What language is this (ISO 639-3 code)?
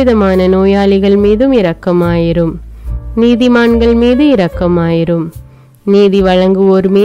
tam